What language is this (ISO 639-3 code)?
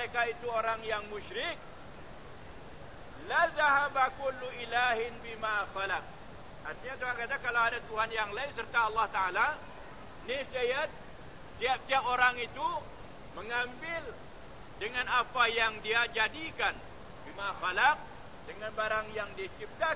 msa